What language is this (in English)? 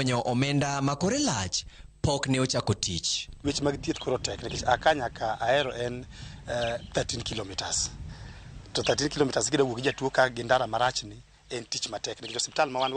Luo (Kenya and Tanzania)